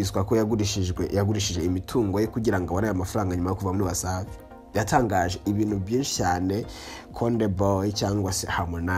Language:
Kinyarwanda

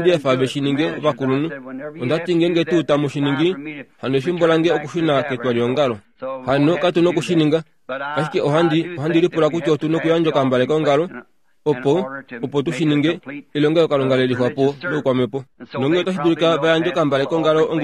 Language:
Kuanyama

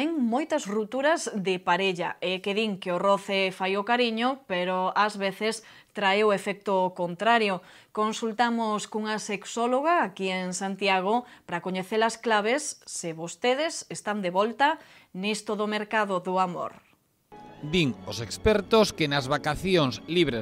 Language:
Galician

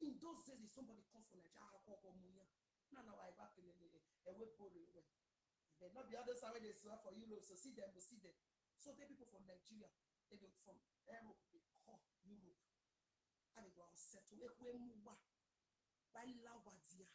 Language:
Nigerian Pidgin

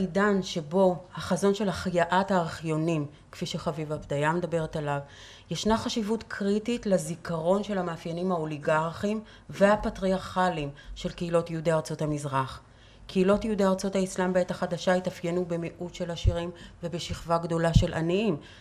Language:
Hebrew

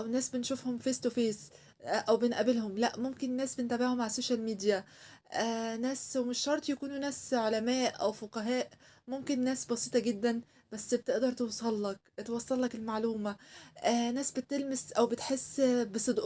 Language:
Egyptian Arabic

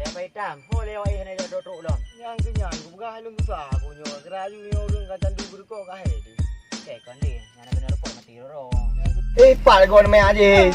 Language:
Achinese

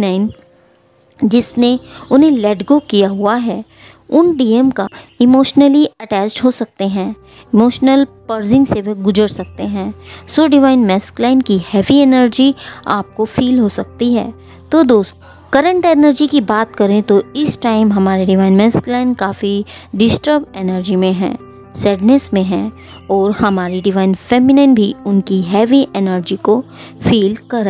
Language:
Hindi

